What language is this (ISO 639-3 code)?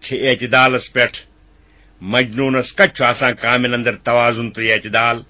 kas